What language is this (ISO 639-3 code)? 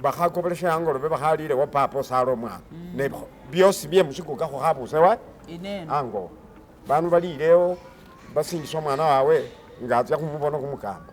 myx